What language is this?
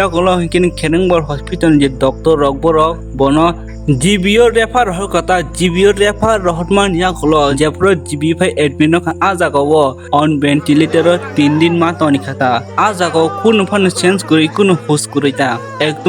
Kok Borok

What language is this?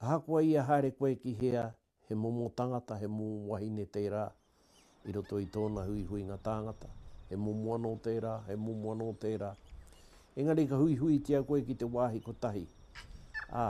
Māori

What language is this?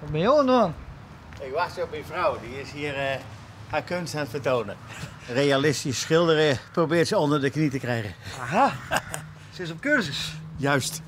Western Frisian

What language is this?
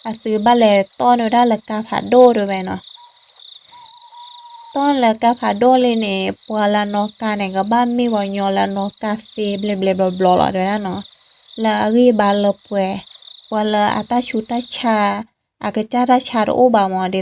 S'gaw Karen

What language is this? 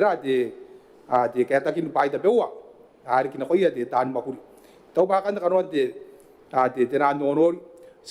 Gilbertese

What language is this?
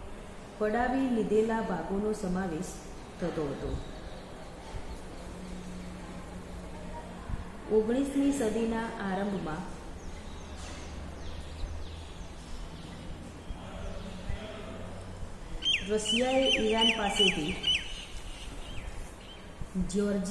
Gujarati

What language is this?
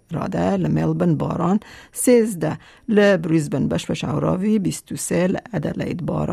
Kurdish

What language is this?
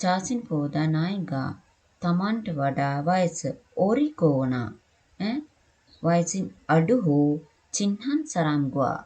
Sinhala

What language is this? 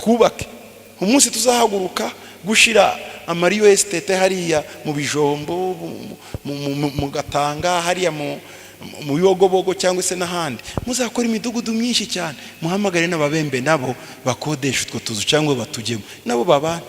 Kinyarwanda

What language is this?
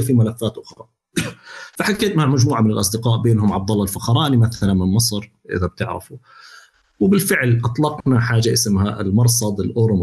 North Levantine Arabic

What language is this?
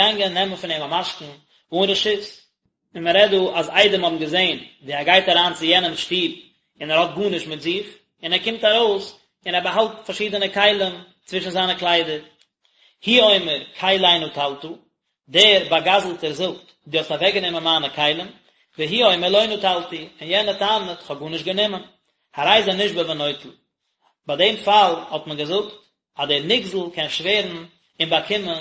Yiddish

